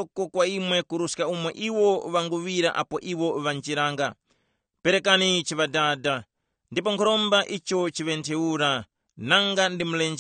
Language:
Tumbuka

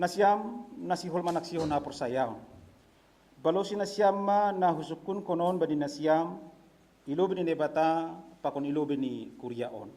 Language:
Batak Simalungun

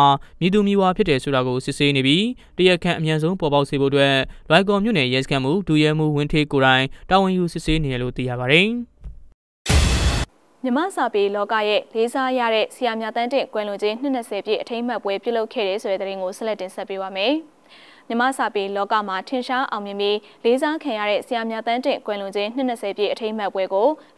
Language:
Burmese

